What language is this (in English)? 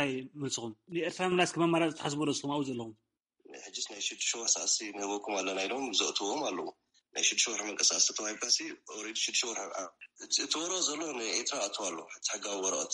Tigrinya